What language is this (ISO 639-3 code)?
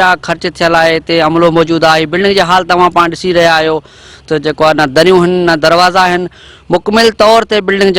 snd